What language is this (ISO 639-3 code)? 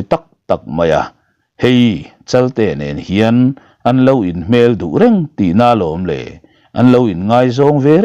lus